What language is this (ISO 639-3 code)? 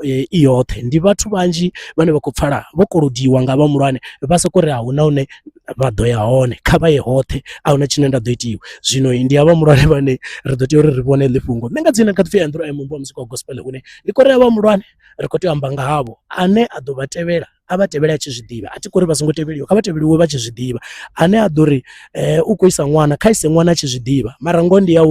ven